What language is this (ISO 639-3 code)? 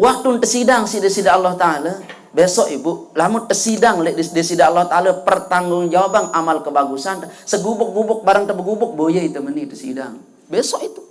sas